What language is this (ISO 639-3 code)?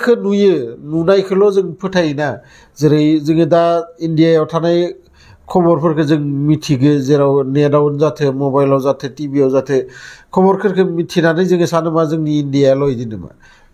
brx